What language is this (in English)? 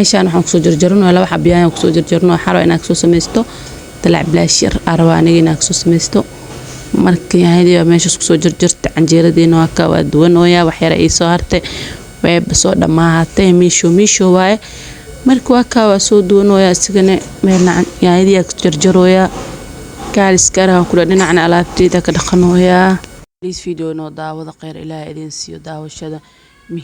Somali